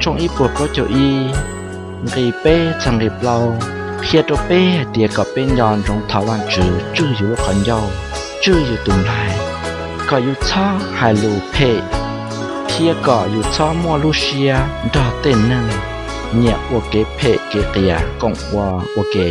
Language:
Hmong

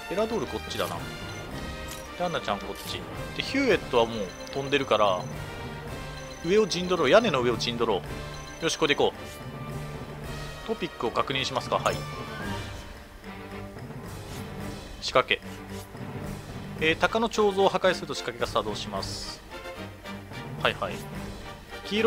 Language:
Japanese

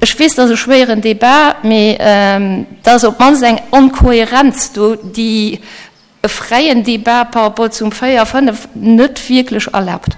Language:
Luxembourgish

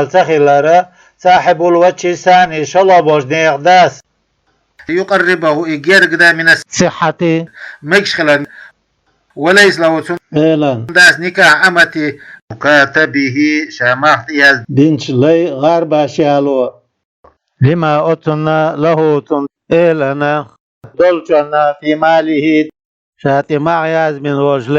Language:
Chechen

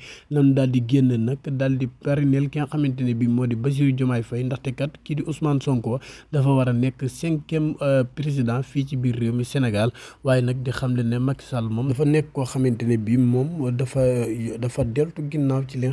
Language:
Wolof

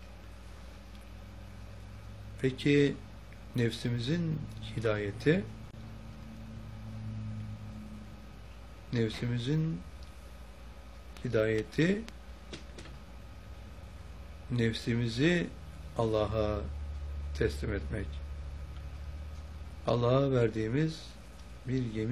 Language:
Turkish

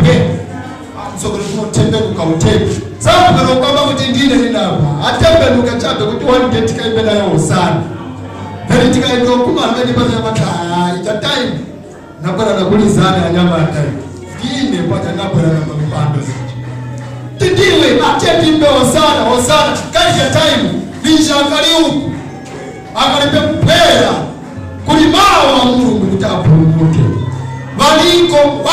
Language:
Nyanja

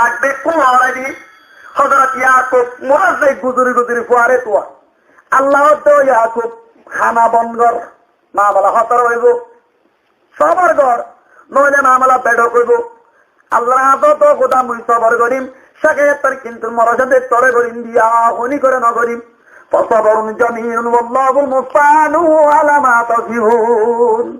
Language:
Rohingya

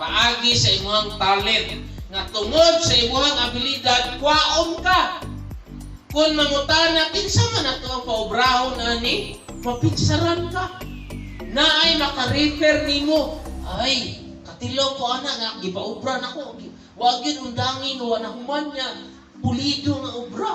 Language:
Cebuano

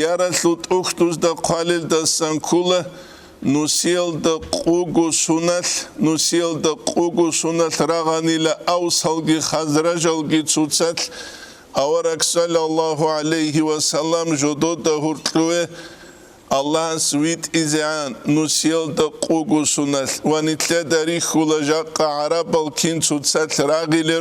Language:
Avaric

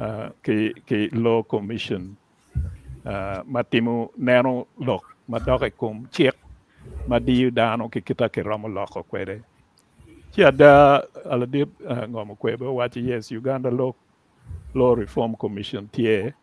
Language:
Acoli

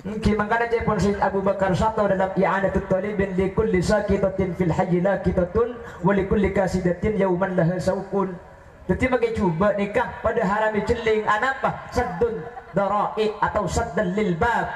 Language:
Madurese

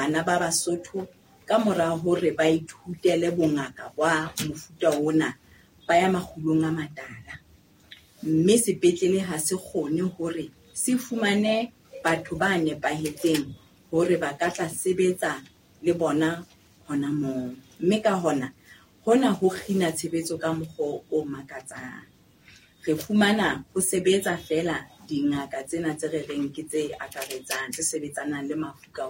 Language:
Southern Sotho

